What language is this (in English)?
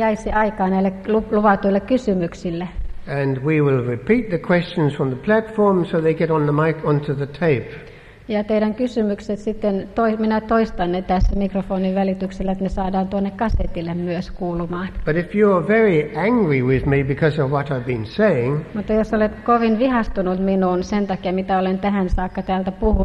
Finnish